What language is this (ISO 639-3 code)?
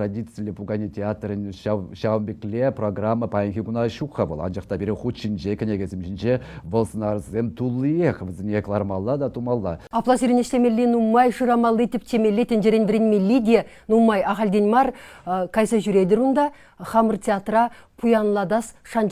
chv